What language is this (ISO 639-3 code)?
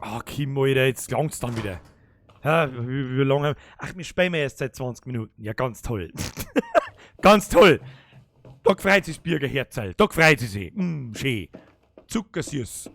bar